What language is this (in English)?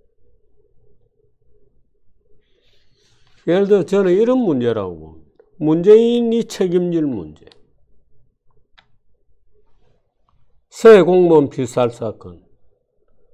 Korean